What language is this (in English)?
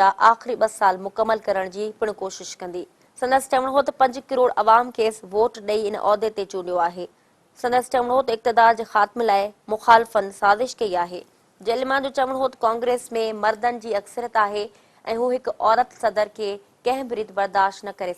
Sindhi